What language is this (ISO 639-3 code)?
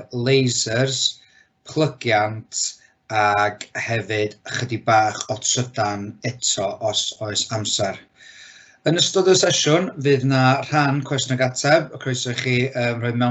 cym